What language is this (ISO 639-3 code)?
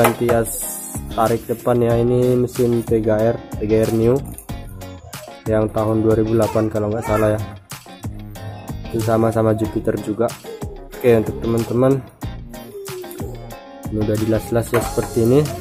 ind